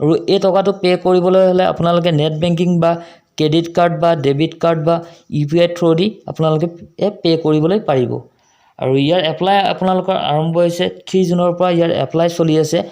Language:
Assamese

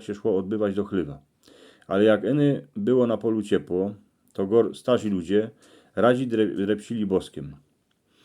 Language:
Silesian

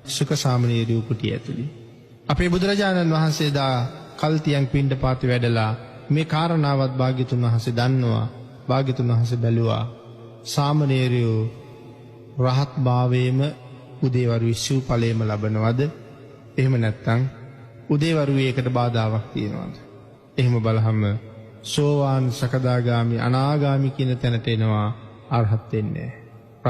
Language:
Sinhala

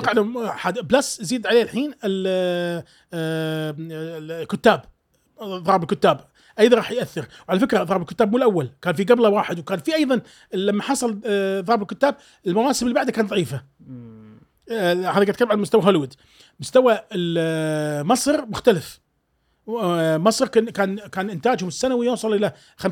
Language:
Gulf Arabic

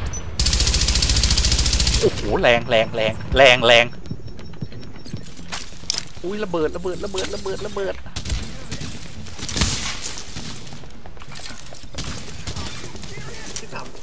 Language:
Thai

